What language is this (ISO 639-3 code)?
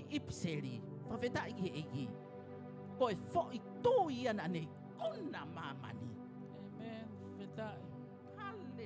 ton